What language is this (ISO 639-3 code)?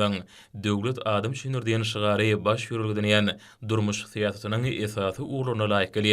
tuk